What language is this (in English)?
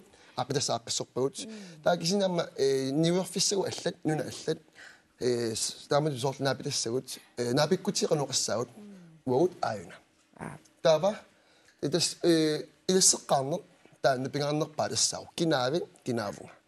Kalaallisut